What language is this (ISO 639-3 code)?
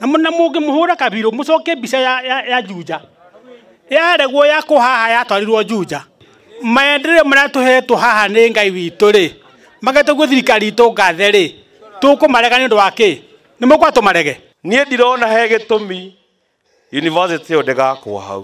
kik